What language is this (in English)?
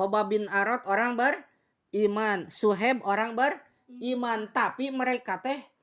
Sundanese